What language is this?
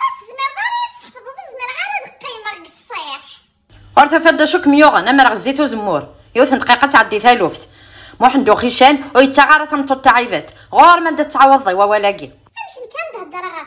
Kabyle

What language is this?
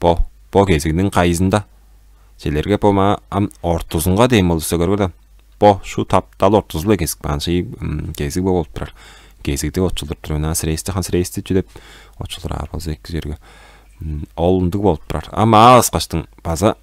Tuvinian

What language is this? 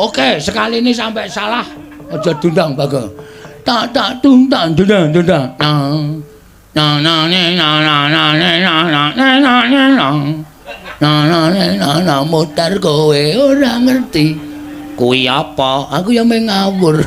Javanese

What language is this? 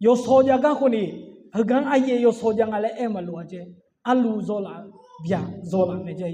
Akha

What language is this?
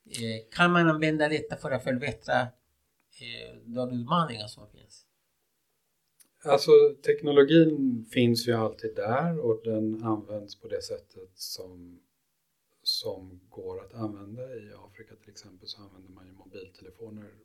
Swedish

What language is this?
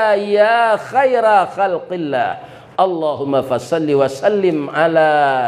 Minangkabau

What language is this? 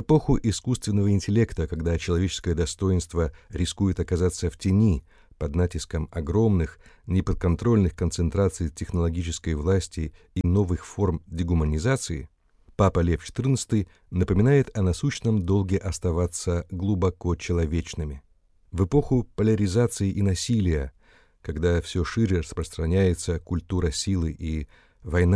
Russian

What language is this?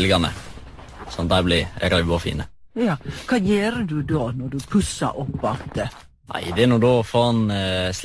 Norwegian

